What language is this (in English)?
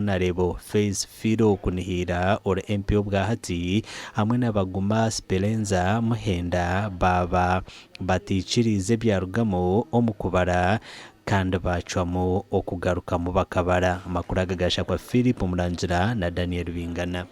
Nyankole